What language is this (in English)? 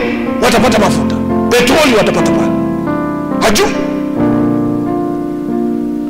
Swahili